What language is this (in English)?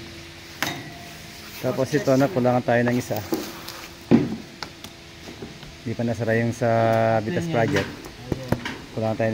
Filipino